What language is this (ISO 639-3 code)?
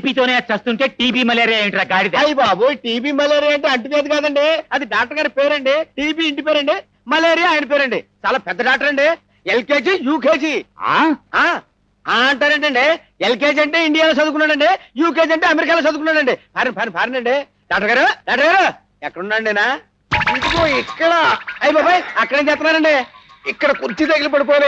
tel